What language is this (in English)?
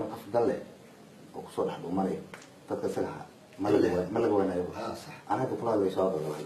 Somali